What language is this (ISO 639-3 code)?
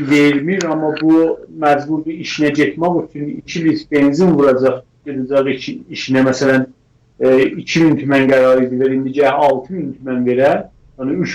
azb